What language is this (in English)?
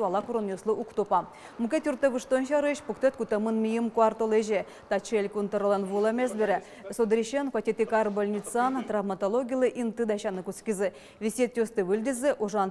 Udmurt